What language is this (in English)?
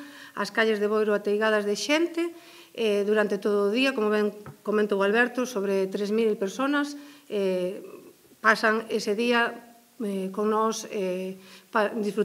Galician